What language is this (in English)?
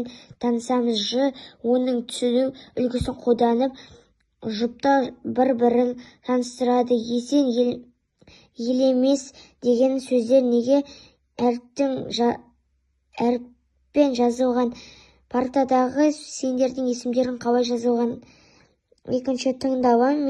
Kazakh